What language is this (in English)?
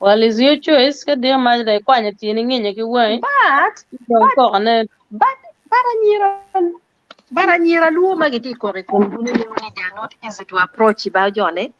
Acoli